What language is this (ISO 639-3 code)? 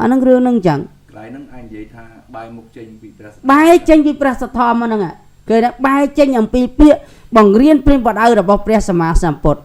khm